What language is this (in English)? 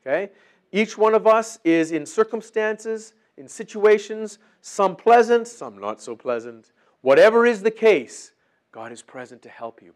English